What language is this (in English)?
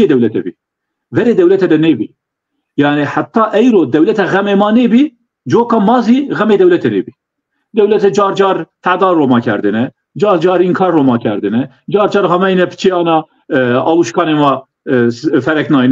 Zaza